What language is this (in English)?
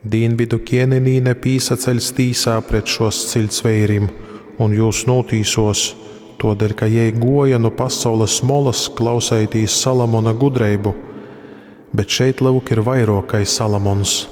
Latgalian